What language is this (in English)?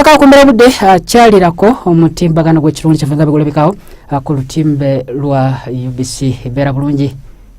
Ganda